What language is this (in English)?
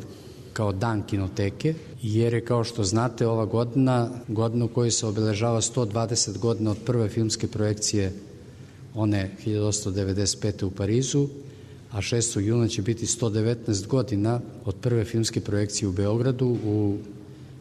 Serbian